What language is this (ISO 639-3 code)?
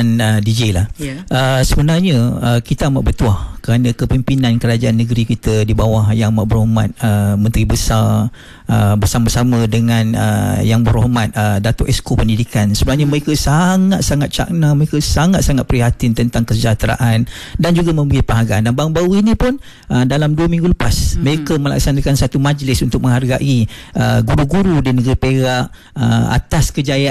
msa